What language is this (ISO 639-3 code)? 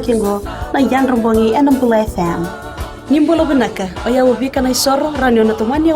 fij